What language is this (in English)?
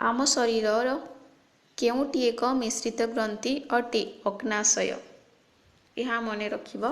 Odia